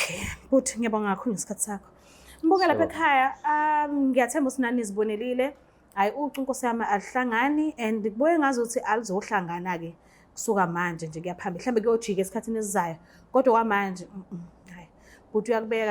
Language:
Zulu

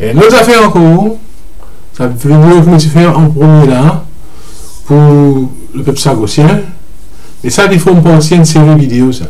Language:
Morisyen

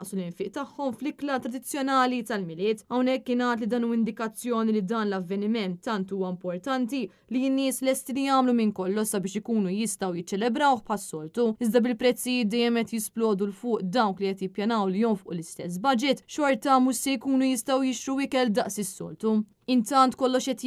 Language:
Maltese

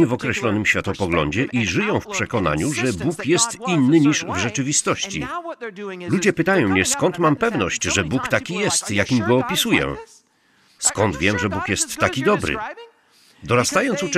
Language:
Polish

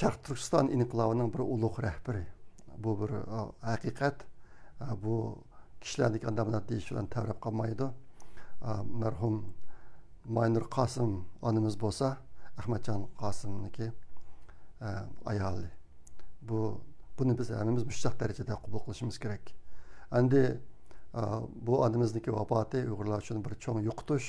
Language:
Uyghur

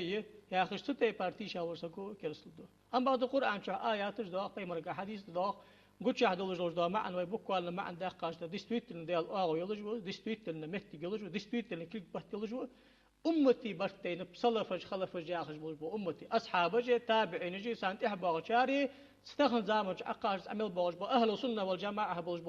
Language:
Ingush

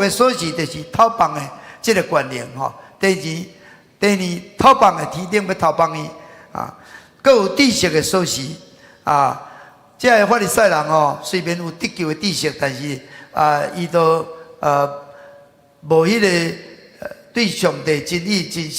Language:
Min Nan Chinese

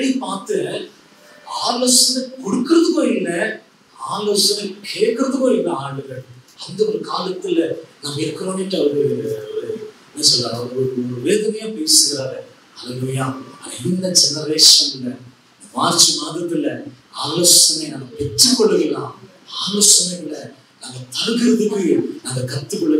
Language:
Tamil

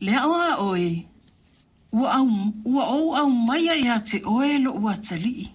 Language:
Samoan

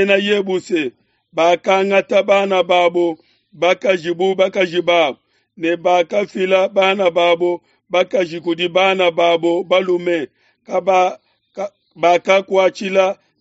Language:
Luba-Lulua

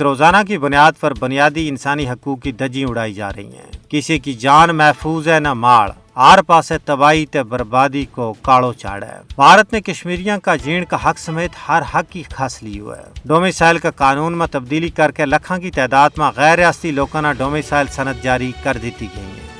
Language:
Gujari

